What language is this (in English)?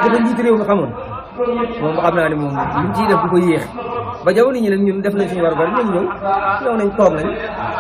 Wolof